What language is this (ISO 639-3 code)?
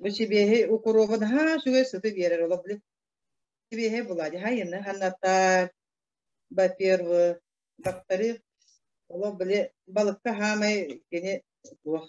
sah